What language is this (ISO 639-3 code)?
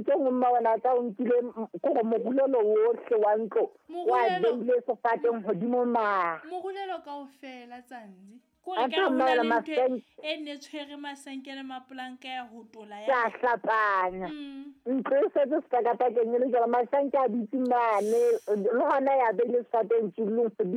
sot